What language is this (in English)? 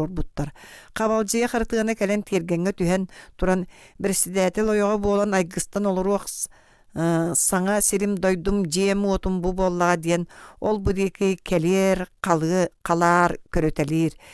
Yakut